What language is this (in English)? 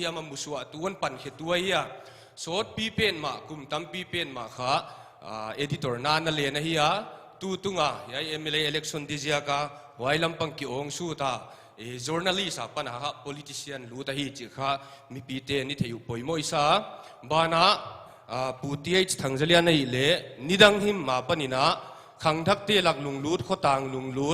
Paite Chin